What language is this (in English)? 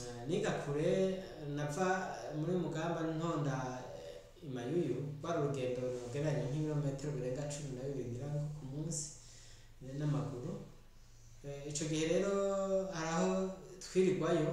Rundi